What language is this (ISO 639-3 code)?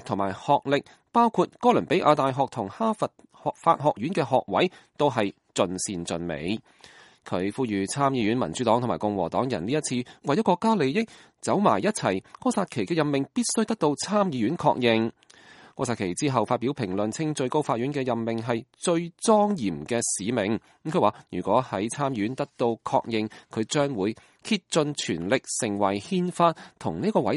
yue